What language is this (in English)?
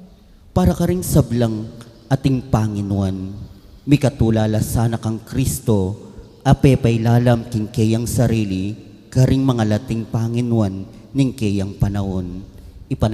Pampanga